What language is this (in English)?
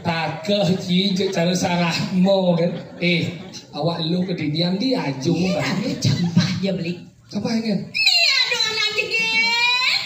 Balinese